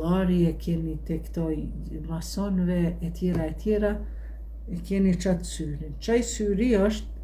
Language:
Albanian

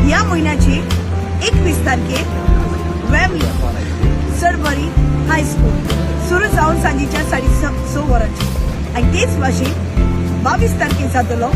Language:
Konkani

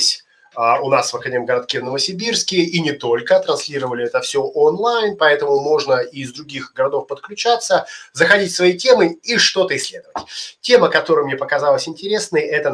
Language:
Russian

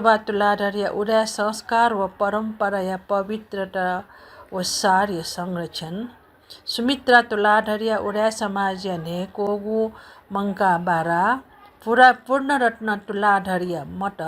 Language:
Newari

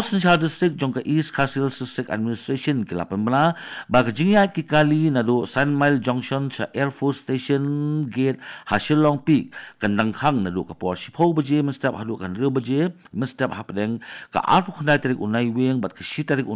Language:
Khasi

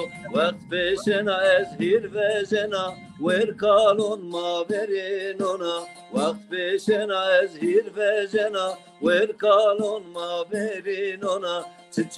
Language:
Zaza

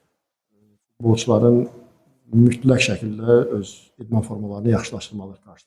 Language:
Azerbaijani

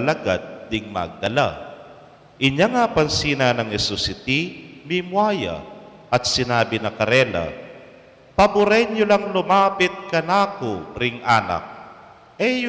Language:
Pampanga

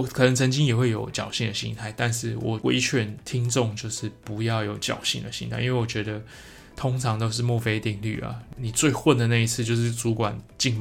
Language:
Chinese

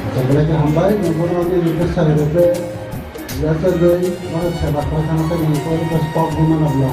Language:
Kok Borok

